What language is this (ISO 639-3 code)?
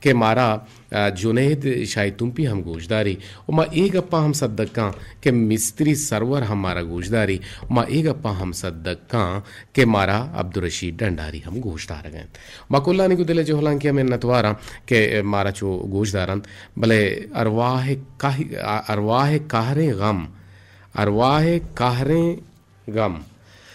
bal